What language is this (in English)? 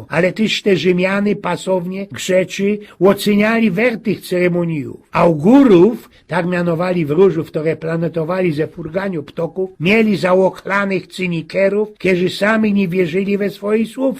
Silesian